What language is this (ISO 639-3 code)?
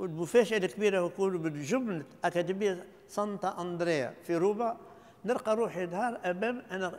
aeb